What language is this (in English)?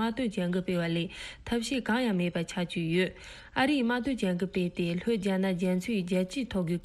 Tibetan